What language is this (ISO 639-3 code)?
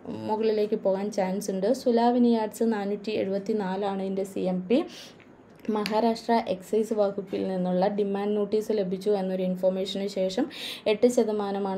mal